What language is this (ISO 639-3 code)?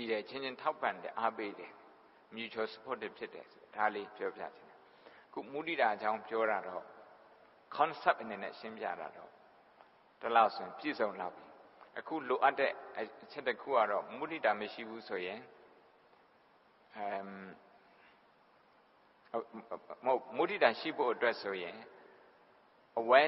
mya